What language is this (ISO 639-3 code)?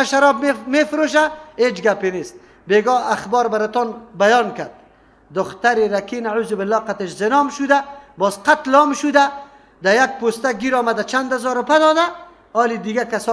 fas